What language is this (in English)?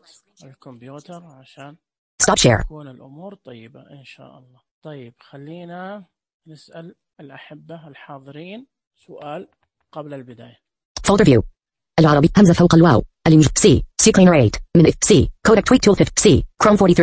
Najdi Arabic